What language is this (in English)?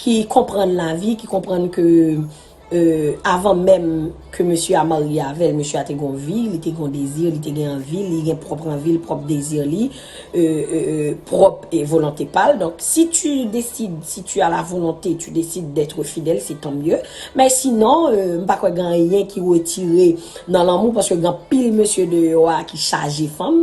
Haitian Creole